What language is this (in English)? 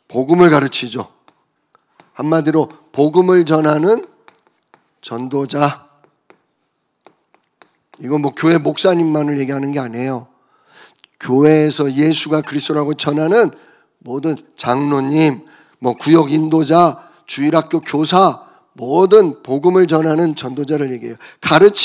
Korean